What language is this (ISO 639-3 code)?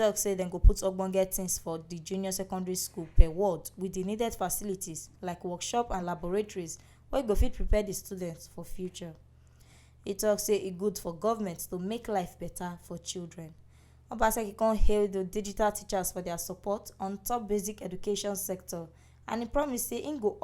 pcm